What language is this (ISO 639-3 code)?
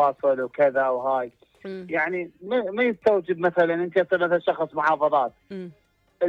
acm